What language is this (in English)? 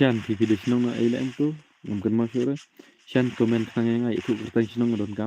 Khasi